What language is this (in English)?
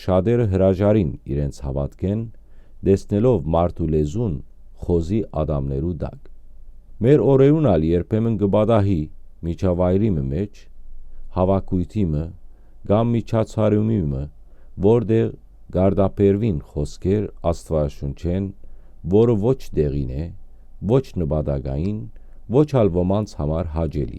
Western Armenian